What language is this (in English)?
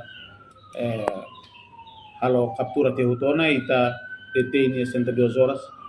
Tetum